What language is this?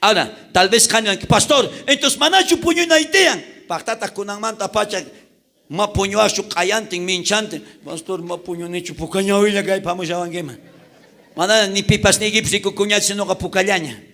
South Bolivian Quechua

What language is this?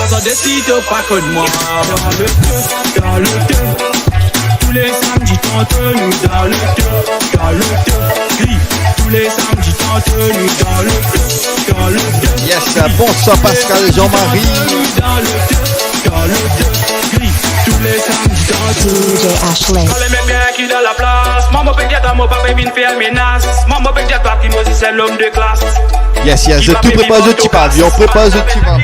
Morisyen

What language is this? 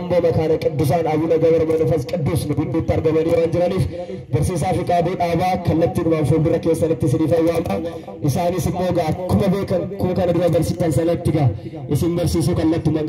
Oromo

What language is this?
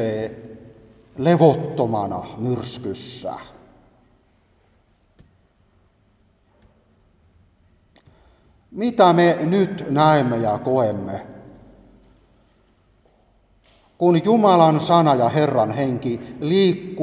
Finnish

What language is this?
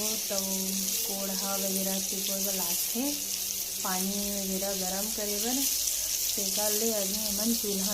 Chhattisgarhi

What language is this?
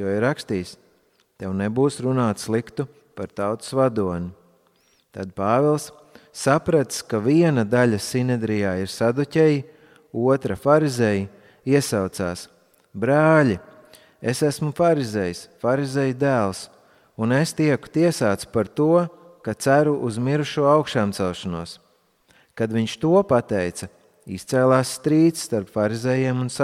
Latvian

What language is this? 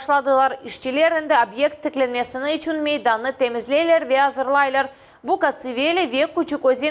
Crimean Tatar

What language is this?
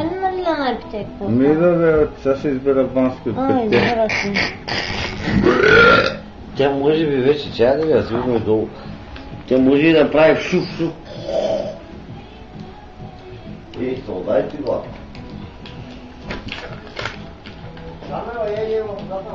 Bulgarian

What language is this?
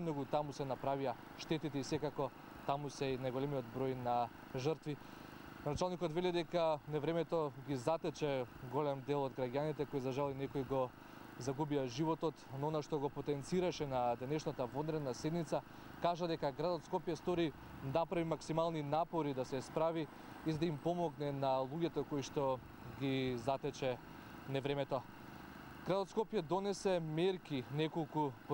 Macedonian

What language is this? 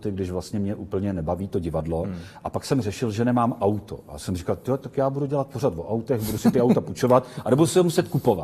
Czech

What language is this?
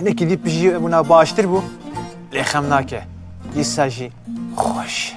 Kurdish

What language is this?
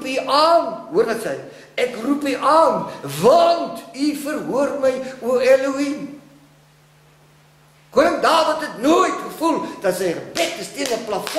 Afrikaans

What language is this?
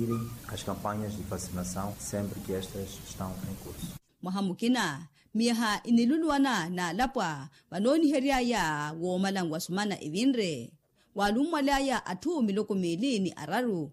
Makhuwa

